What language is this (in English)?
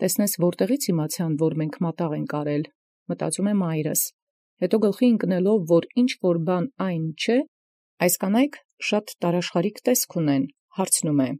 Armenian